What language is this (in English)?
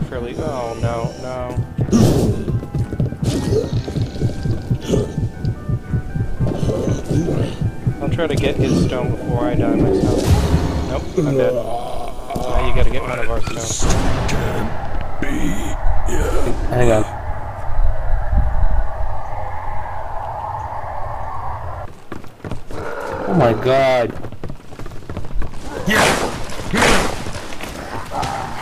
English